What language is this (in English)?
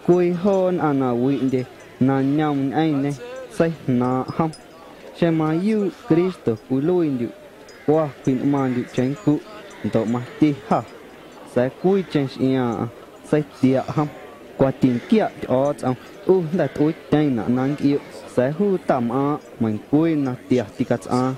Guerrero Amuzgo